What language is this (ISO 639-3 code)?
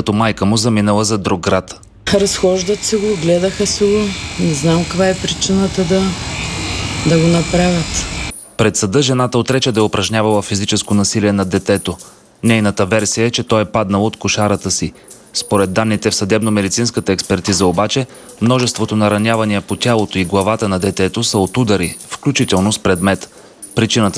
bul